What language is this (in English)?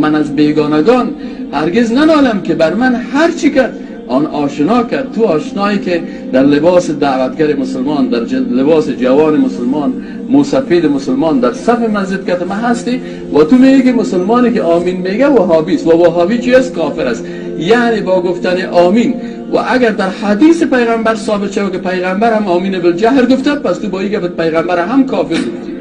Persian